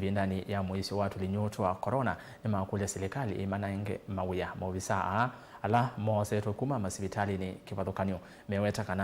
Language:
Kamba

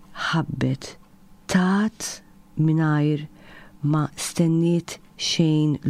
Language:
Maltese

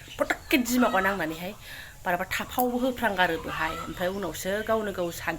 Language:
Bodo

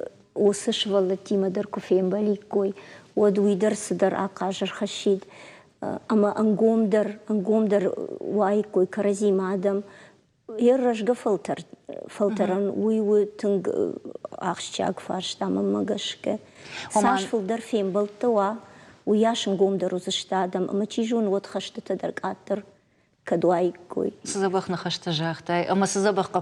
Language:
Ossetic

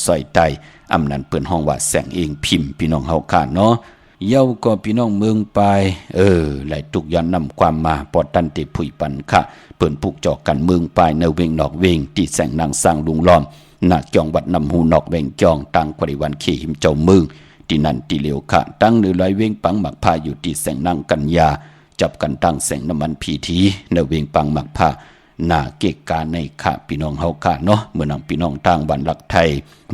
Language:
Shan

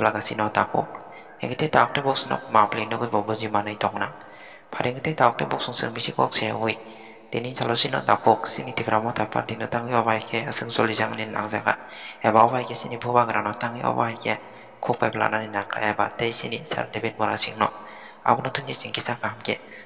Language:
Kok Borok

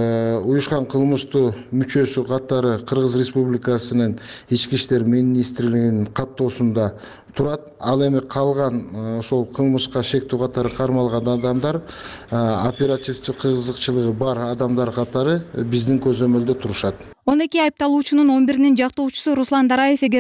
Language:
Kyrgyz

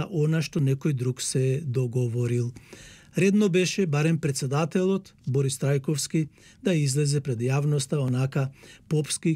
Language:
Macedonian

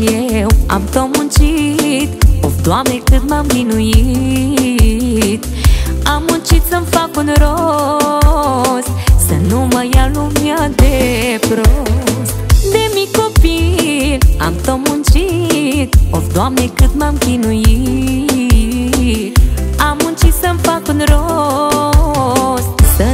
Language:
Romanian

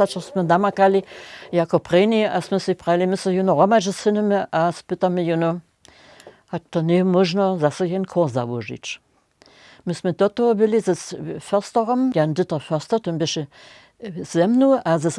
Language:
Upper Sorbian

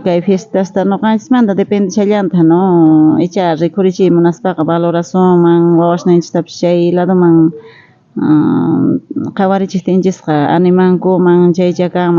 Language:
South Bolivian Quechua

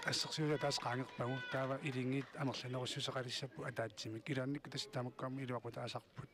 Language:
Kalaallisut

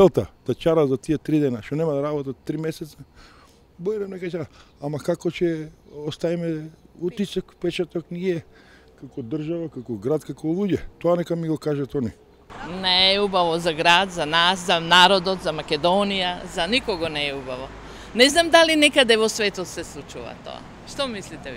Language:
Macedonian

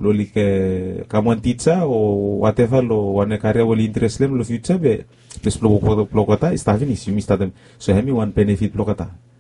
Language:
Bislama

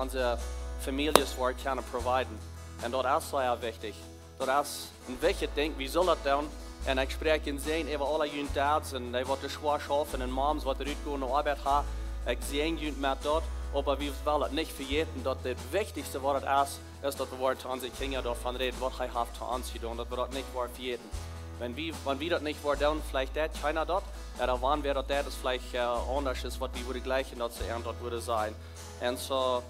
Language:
Plautdietsch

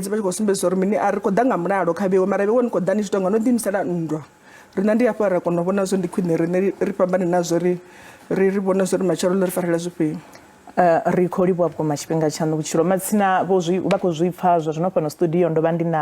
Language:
Venda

